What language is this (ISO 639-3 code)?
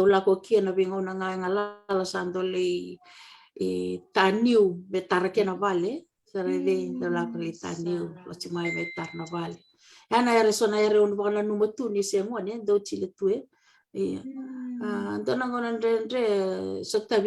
fij